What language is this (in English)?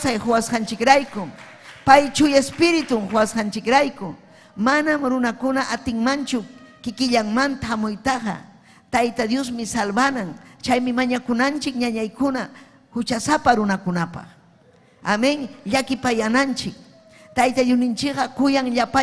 Ayacucho Quechua